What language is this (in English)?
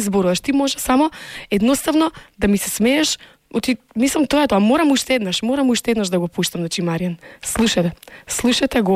Macedonian